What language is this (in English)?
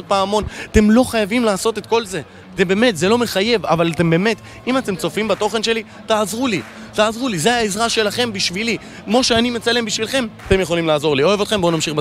Hebrew